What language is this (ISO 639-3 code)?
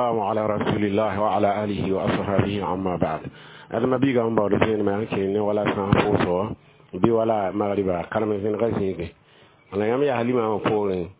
mos